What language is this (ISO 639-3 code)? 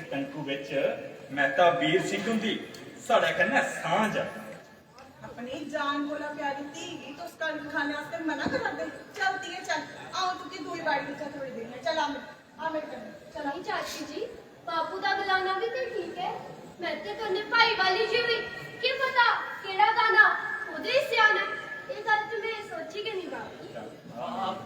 doi